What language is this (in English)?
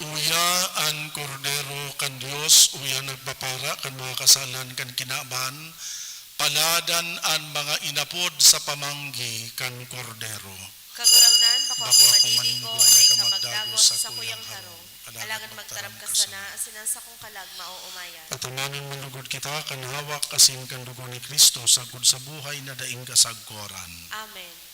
Bikol